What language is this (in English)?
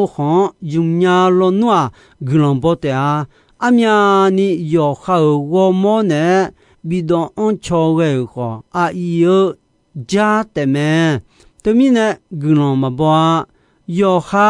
Akha